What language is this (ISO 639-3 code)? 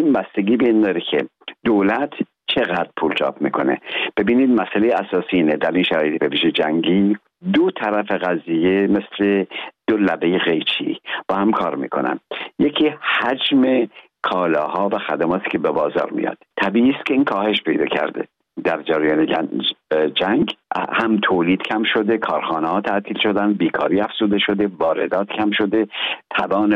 fas